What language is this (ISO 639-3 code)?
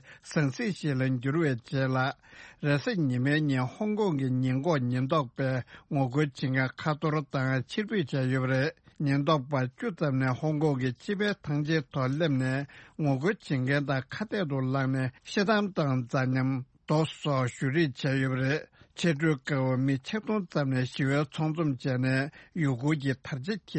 bod